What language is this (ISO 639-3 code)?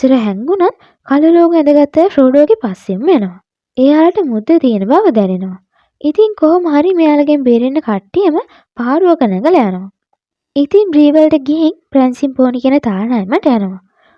sin